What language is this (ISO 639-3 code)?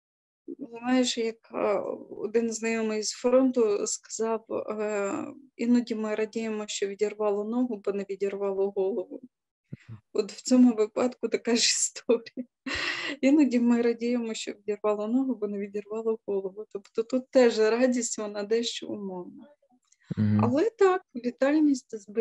ukr